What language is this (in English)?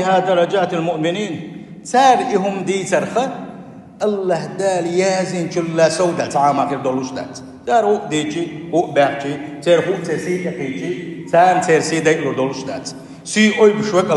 Chechen